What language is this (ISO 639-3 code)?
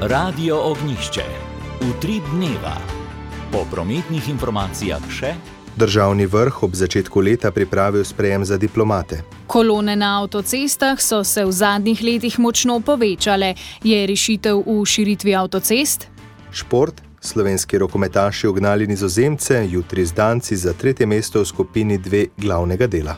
slv